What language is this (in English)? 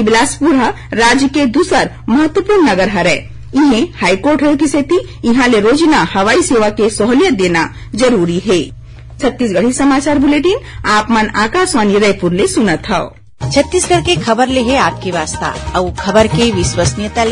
Chhattisgarhi